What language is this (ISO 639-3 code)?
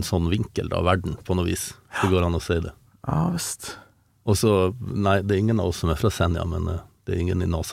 nor